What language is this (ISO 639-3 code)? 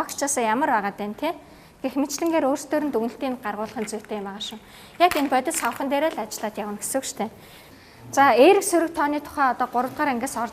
mon